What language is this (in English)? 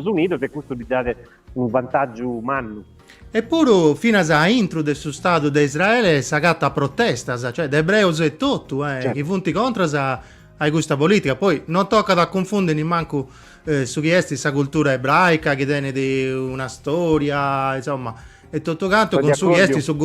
Sardinian